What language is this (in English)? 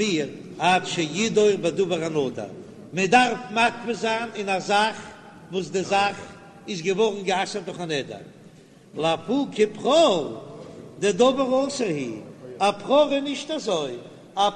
Yiddish